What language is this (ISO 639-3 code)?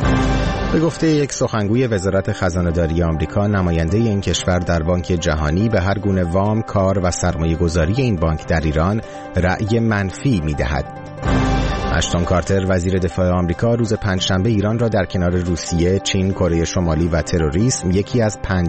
fas